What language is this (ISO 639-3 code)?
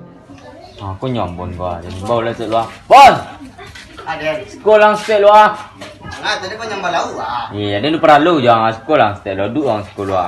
min